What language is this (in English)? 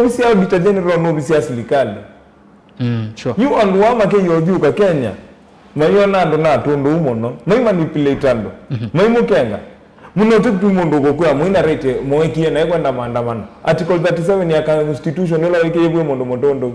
Kamba